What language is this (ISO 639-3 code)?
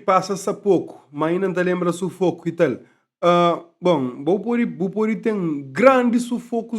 kea